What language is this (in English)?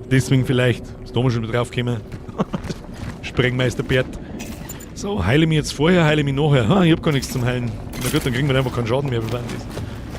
Bavarian